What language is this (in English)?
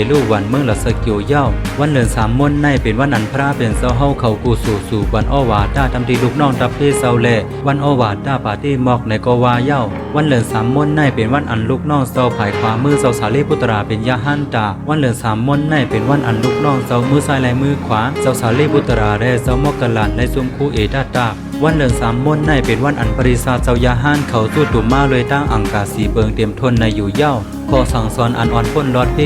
Shan